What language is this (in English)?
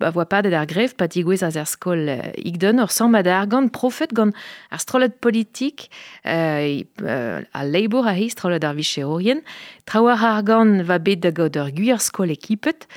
Breton